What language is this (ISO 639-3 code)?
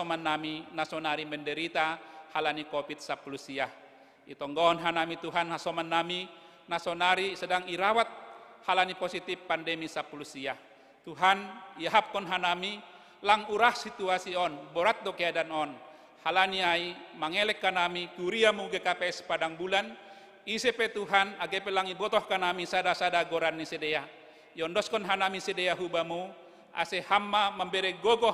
bts